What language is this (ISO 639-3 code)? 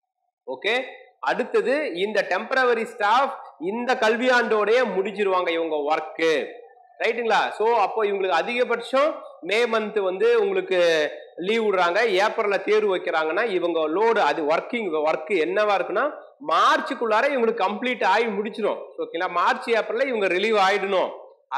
tam